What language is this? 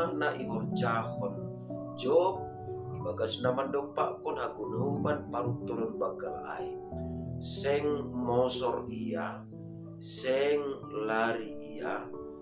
Batak Simalungun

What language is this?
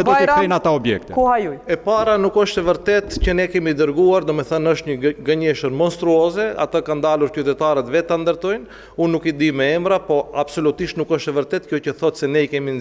Albanian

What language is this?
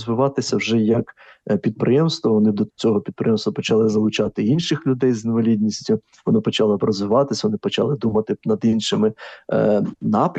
Ukrainian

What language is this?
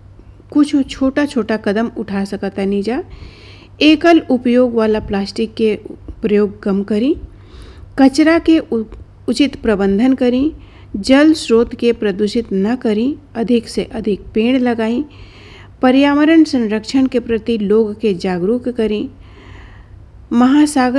Bhojpuri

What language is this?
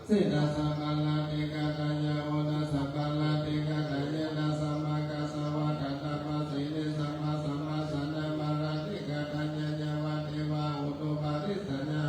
Pali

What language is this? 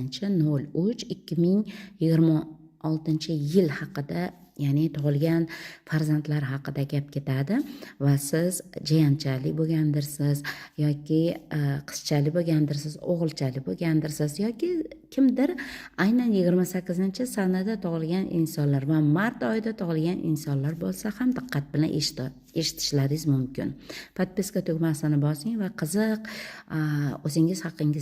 Uzbek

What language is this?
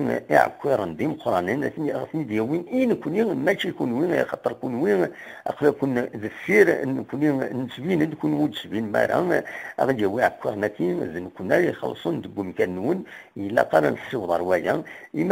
Kabyle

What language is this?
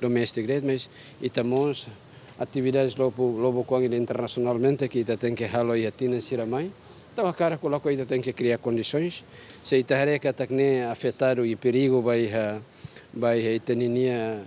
Tetum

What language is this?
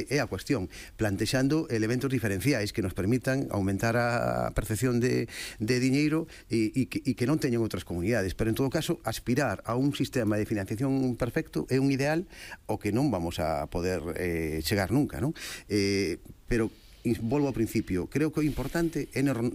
Galician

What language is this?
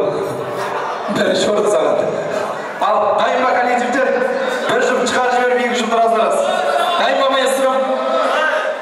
Kazakh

